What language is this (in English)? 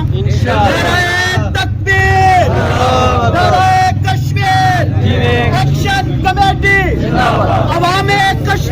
Pahari-Potwari